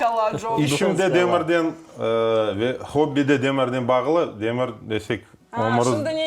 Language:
Crimean Tatar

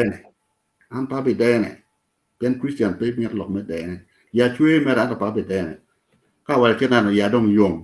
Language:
Acoli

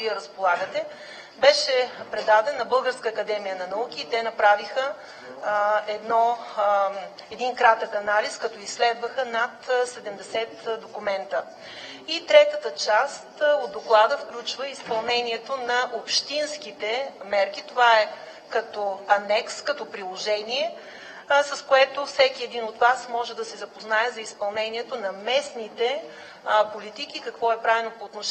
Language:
Bulgarian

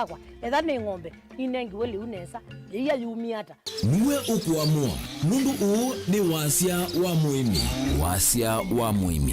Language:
Kamba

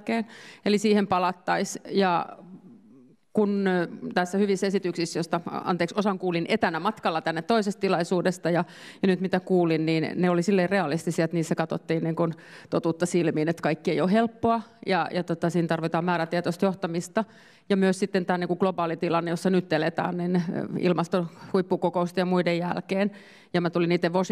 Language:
Finnish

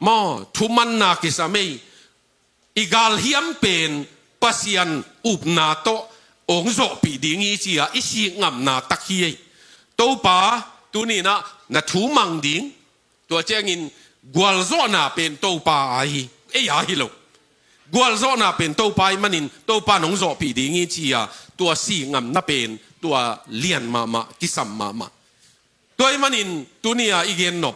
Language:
Tedim Chin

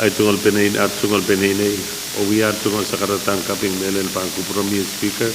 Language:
Pohnpeian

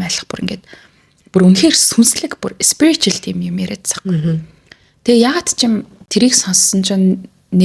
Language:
Mongolian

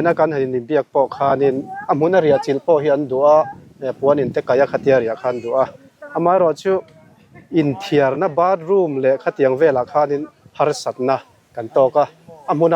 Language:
Mizo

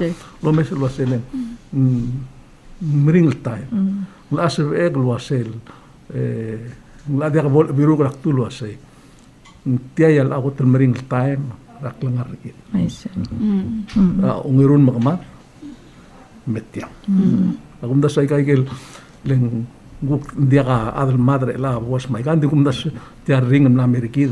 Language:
Palauan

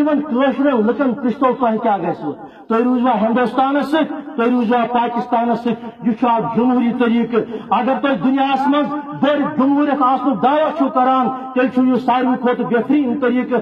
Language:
Kashmiri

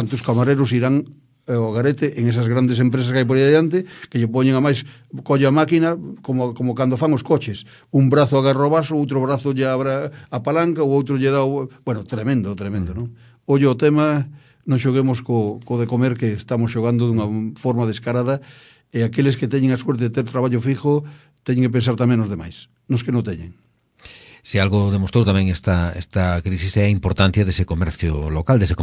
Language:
Galician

